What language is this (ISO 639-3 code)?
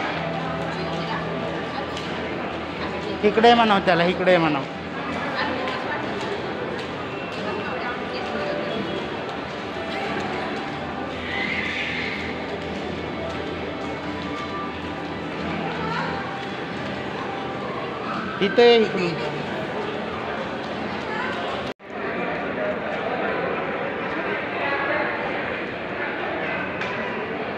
mar